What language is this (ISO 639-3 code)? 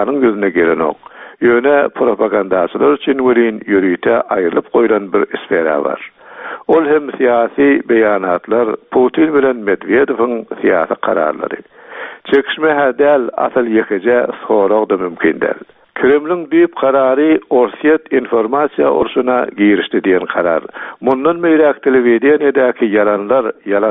tuk